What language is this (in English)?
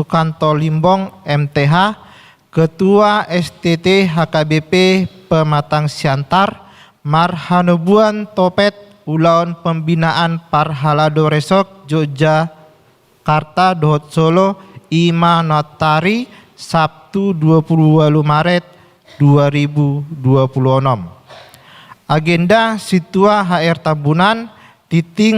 Batak Toba